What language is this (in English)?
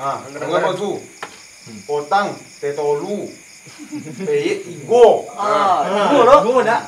Minangkabau